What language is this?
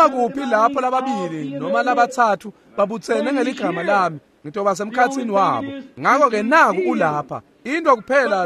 Swati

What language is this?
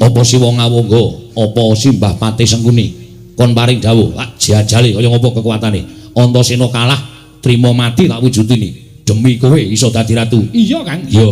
Javanese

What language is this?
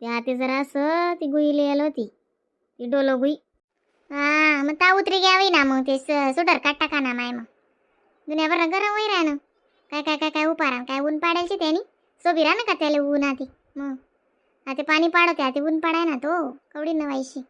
Khandesi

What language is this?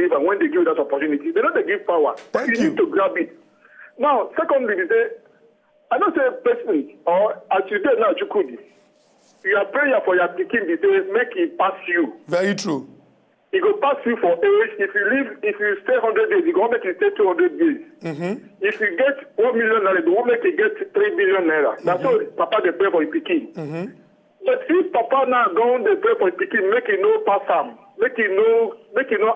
Nigerian Pidgin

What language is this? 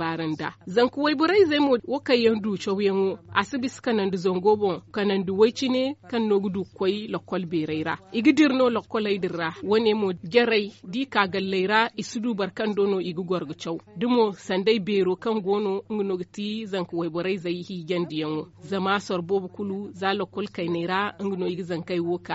Zarma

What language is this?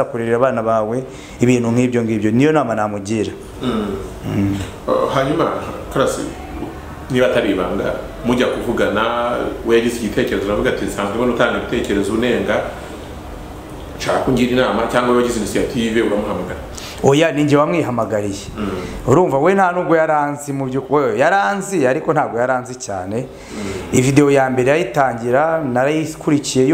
Kinyarwanda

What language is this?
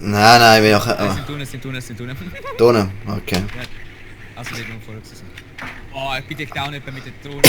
Swiss German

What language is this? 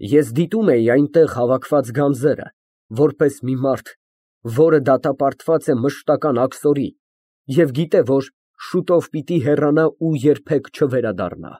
Armenian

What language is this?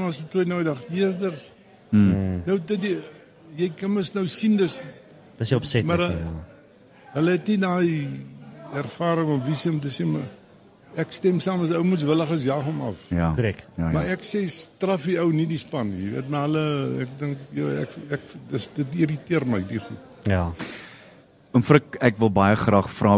Afrikaans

